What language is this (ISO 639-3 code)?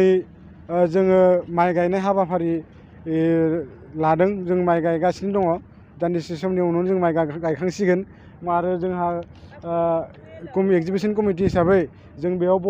brx